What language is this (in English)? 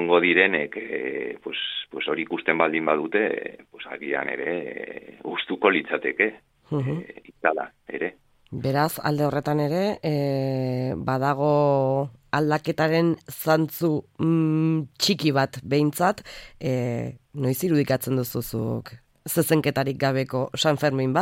Basque